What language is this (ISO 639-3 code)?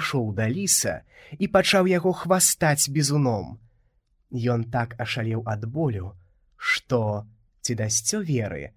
bel